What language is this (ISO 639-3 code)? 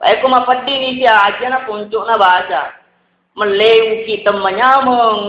bug